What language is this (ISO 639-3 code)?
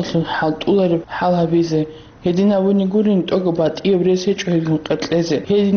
ava